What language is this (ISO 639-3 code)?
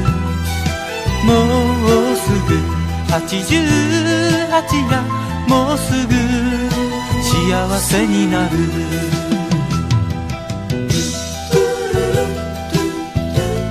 jpn